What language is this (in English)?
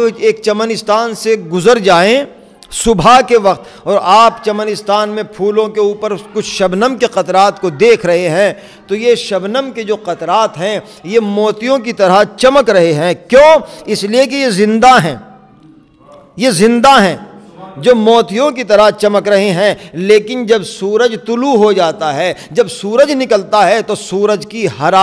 Urdu